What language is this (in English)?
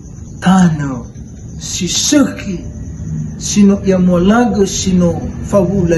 Nias